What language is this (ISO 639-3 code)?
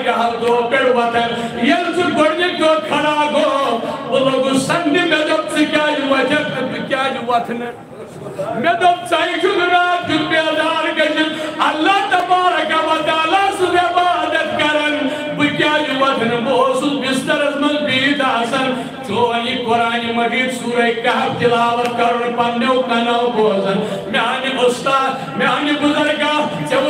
kas